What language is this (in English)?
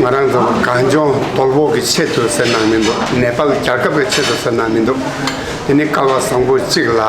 Tibetan